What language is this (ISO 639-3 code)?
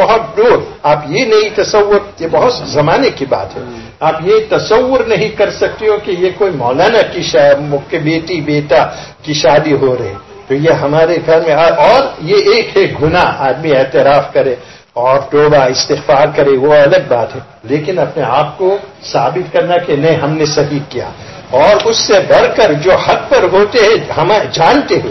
urd